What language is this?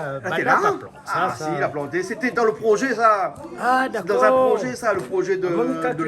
Réunion Creole French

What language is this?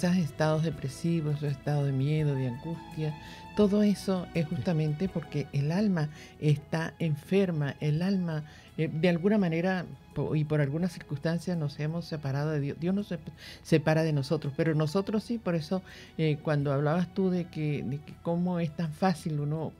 Spanish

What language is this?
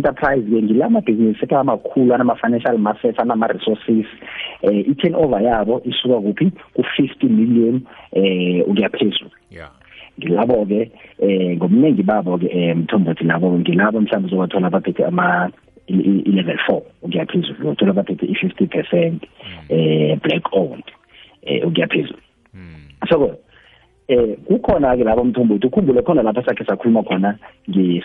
South Ndebele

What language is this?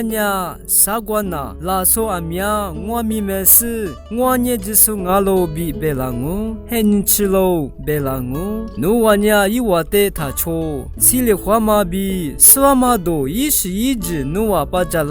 Lisu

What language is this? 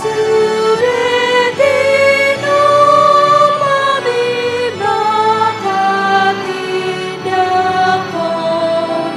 Batak Toba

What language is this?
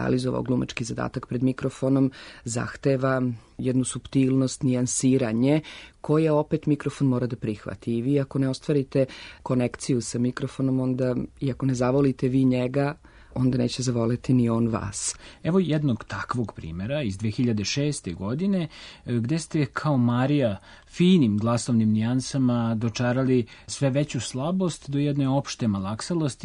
Serbian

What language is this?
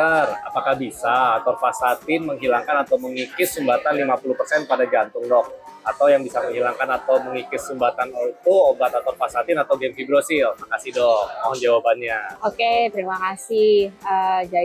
Indonesian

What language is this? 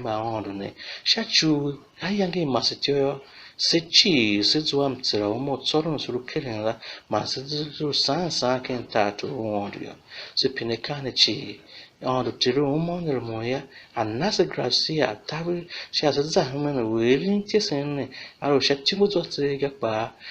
Tiv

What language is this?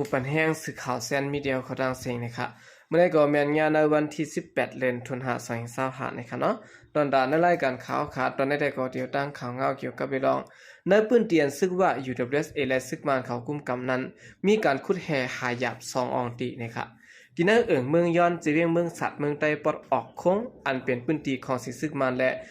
Shan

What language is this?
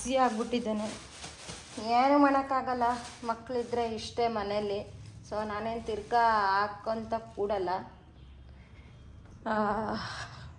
Kannada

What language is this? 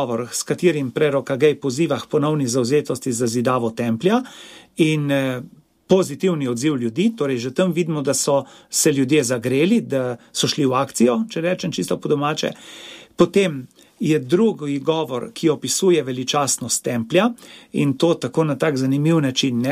Slovenian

